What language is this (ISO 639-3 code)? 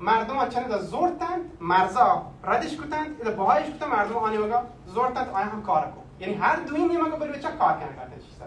bal